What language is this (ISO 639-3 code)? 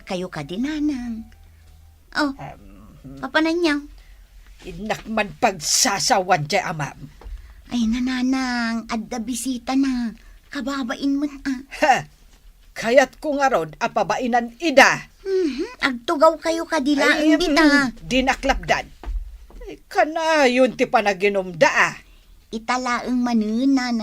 ilo